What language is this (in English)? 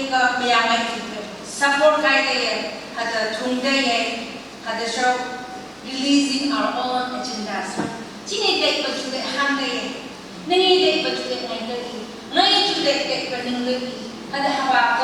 Phom Naga